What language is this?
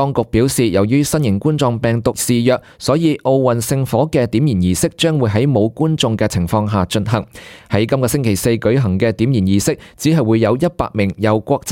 Cantonese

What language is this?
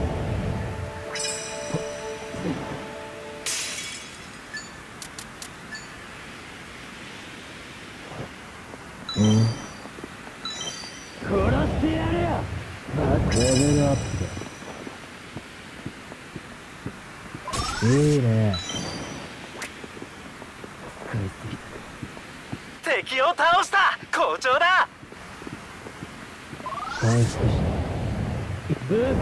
Japanese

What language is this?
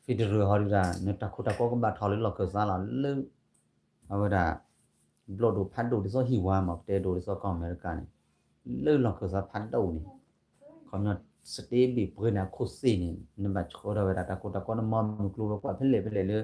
S'gaw Karen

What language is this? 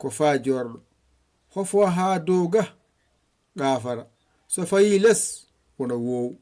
Fula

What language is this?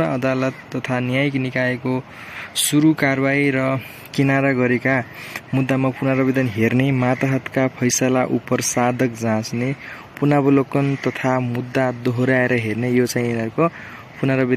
Nepali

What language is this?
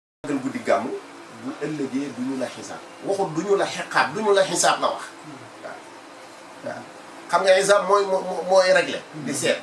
Wolof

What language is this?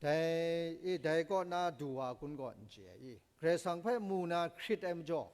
Kachin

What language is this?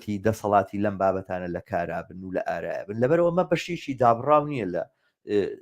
Central Kurdish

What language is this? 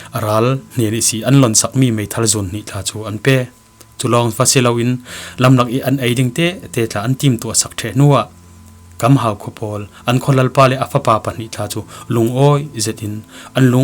Falam Chin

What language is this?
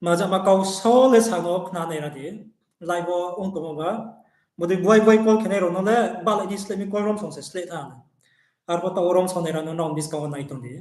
Riang (India)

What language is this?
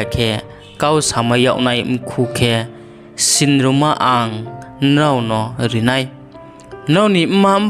Riang (India)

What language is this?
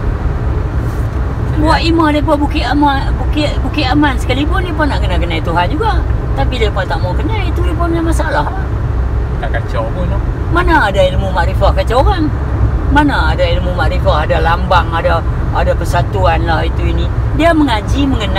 Malay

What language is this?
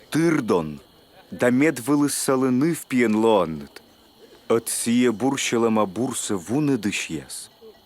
Komi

